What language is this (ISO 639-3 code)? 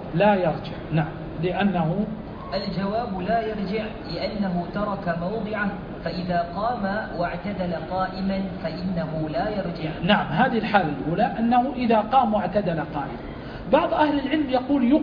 ara